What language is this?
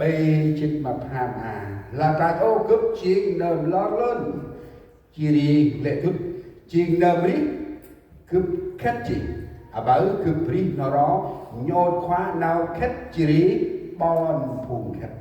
Central Mnong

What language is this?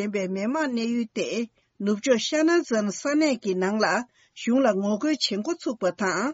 Tibetan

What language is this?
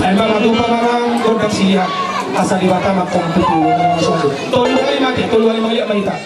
Batak Toba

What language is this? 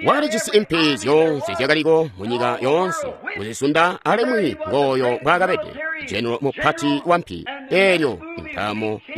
Tonga (Zambia)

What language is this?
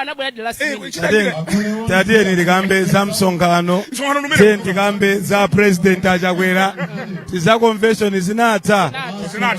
Nyanja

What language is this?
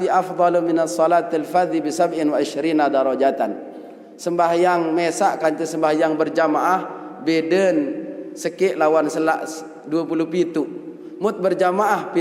Sasak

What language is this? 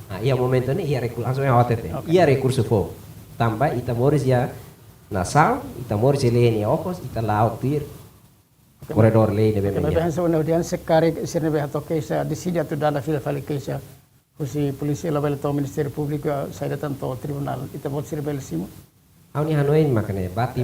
Tetum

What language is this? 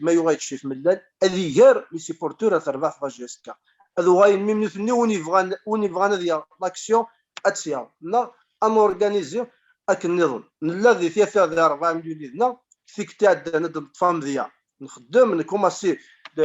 Kabyle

